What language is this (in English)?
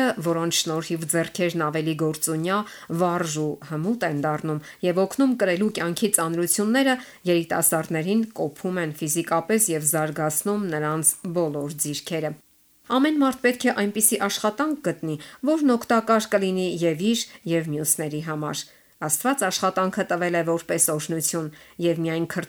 Armenian